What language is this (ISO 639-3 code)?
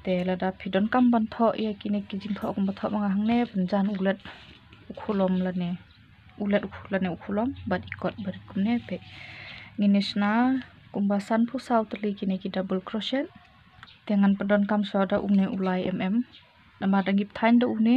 kha